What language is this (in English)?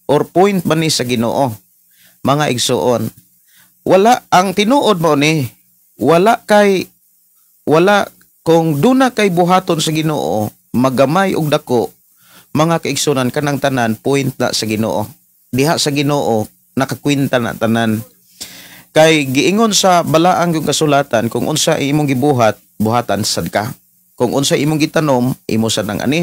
Cebuano